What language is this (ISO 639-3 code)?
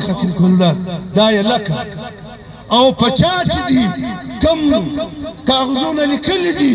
pus